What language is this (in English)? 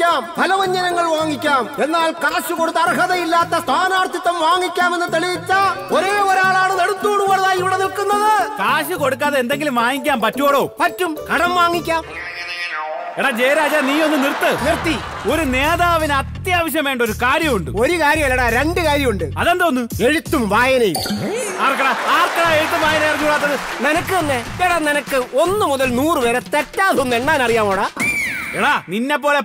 Malayalam